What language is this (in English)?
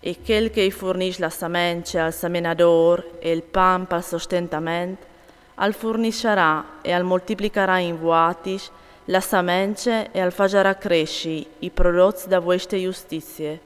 Friulian